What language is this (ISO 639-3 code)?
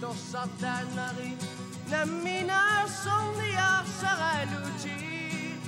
kal